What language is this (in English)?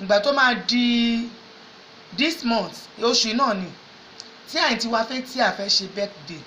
Yoruba